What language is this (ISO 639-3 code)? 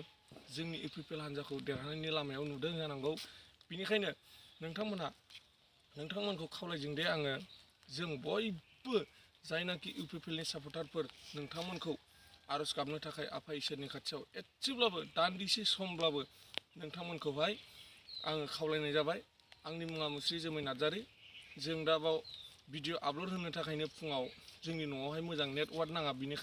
brx